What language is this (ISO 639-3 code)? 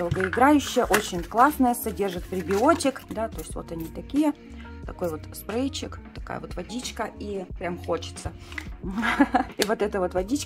rus